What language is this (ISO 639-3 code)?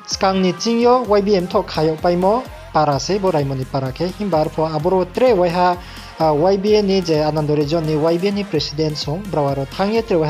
ria